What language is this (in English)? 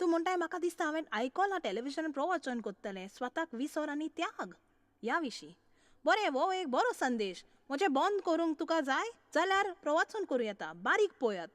Konkani